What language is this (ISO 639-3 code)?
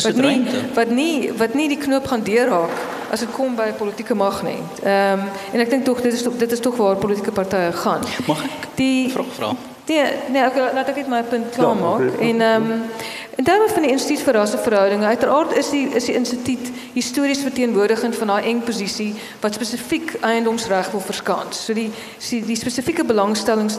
afr